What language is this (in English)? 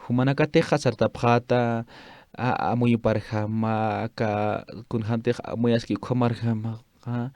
Aymara